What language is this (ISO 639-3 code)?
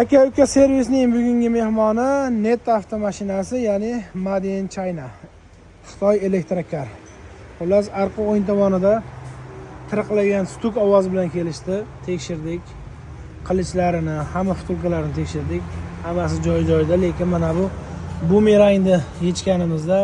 uzb